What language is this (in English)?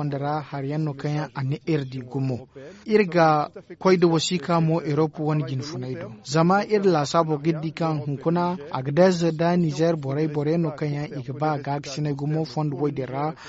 Zarma